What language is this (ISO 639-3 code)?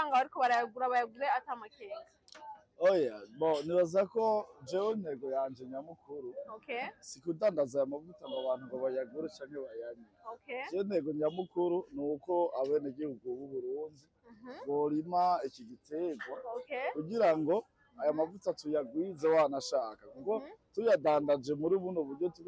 run